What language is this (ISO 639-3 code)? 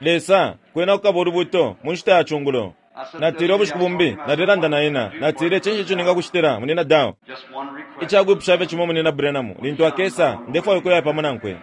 bem